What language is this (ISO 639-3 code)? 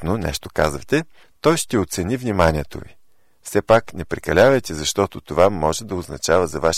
bul